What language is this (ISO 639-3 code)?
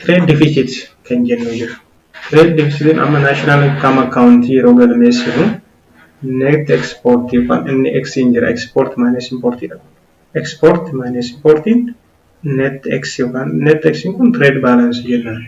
orm